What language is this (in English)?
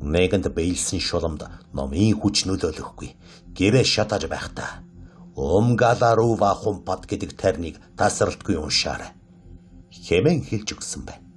Mongolian